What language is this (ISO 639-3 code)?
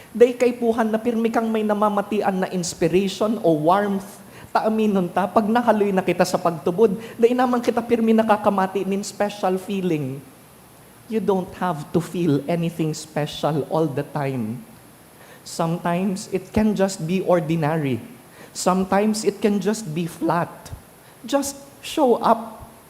bik